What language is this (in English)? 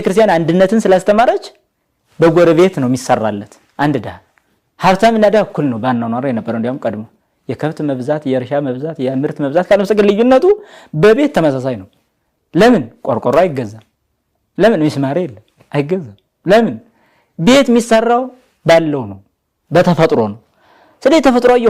Amharic